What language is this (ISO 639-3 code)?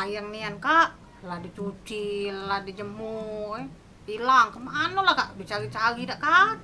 mui